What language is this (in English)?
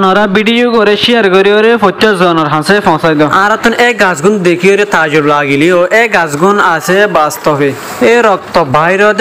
Rohingya